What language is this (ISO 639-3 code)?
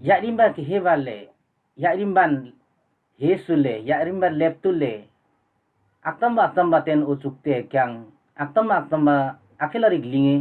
lif